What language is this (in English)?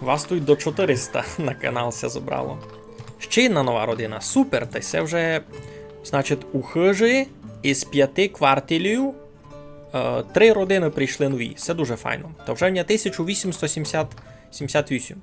Rusyn